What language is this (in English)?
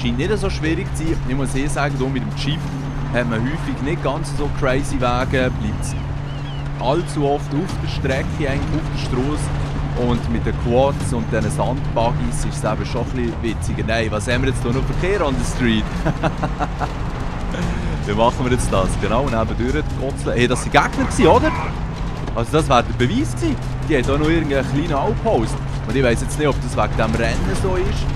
Swiss German